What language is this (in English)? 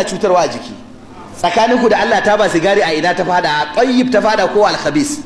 Hausa